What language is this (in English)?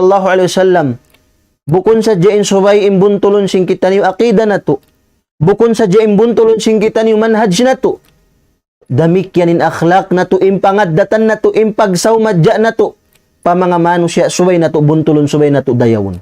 Tausug